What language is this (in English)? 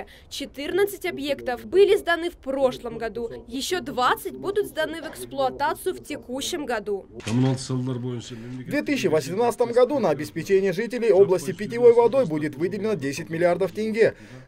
Russian